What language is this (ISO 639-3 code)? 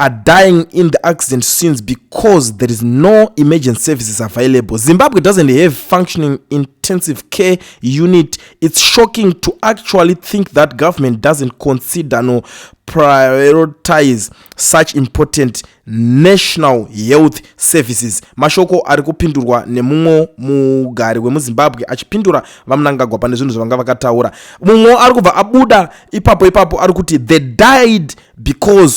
sna